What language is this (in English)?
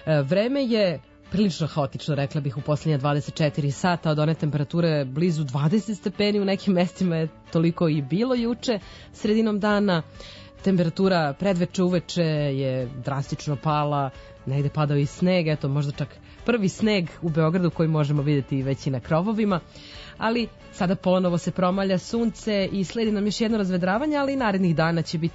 Serbian